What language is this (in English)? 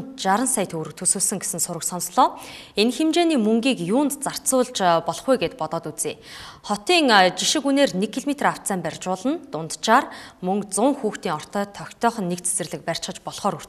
Mongolian